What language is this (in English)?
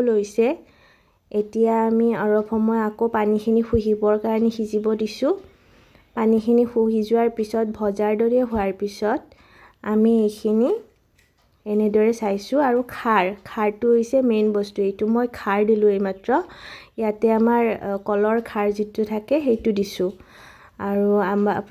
Assamese